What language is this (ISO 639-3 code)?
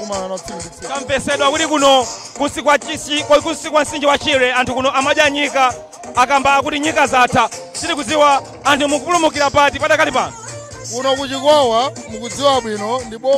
nya